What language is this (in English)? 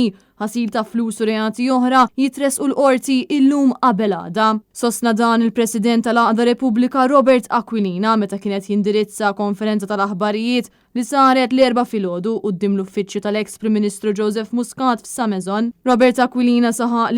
Maltese